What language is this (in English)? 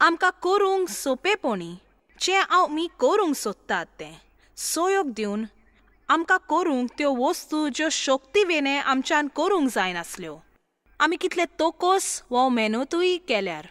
Konkani